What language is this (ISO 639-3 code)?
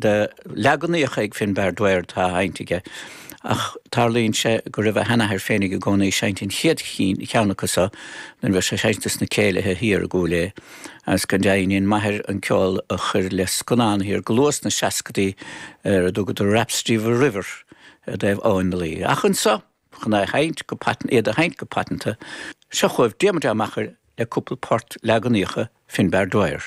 gle